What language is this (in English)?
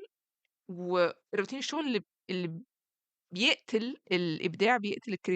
Egyptian Arabic